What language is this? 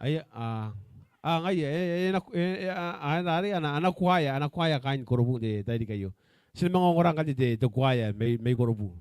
Gilbertese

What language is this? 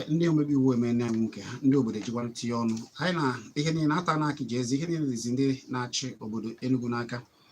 Igbo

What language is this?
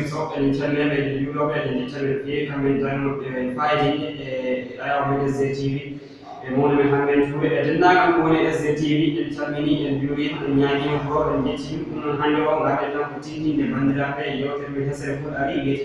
Fula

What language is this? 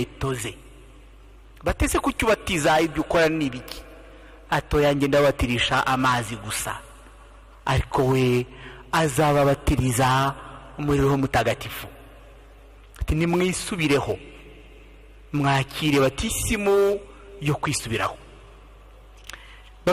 Kinyarwanda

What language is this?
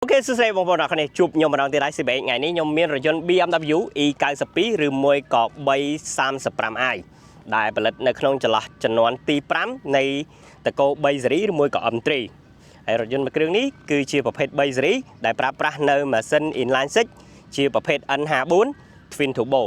Khmer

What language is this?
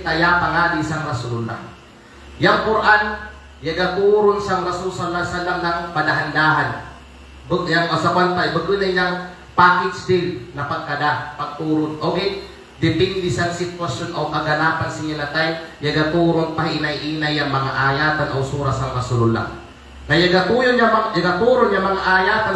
Kalagan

